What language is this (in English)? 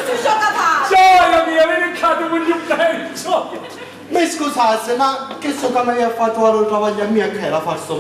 Sicilian